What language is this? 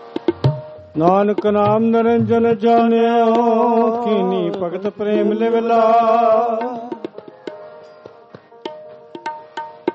Punjabi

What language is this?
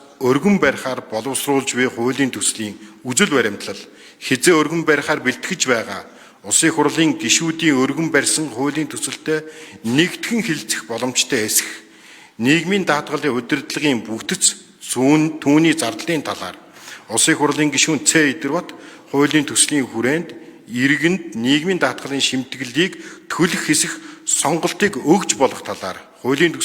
Mongolian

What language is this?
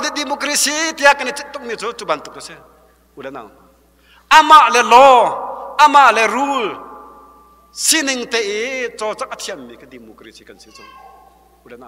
Hakha Chin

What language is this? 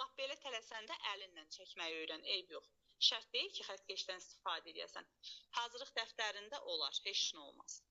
Azerbaijani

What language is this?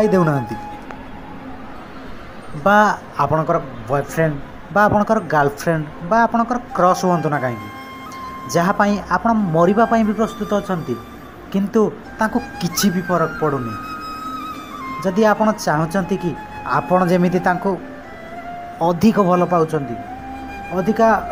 Odia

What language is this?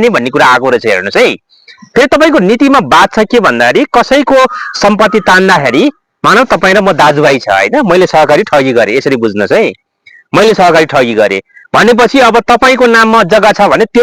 Nepali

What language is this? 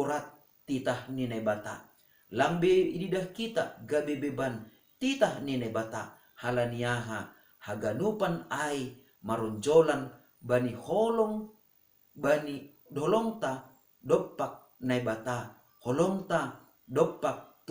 Batak Simalungun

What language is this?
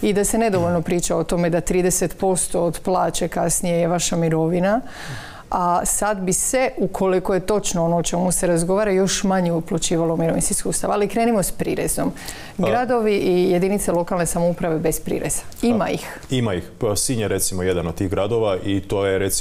Croatian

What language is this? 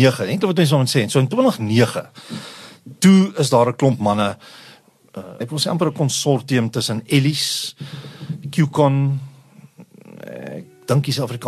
Afrikaans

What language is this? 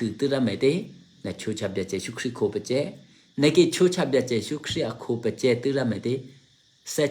Eastern Kayah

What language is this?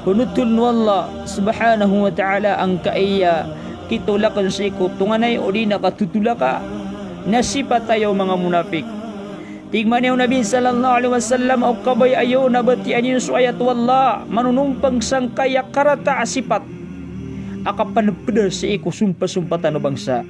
Maranao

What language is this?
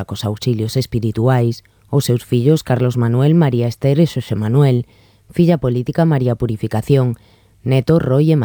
Galician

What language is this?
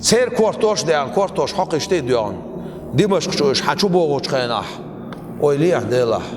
Chechen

